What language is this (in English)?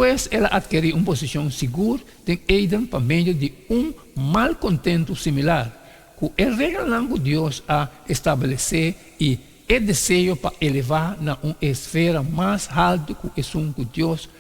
Papiamento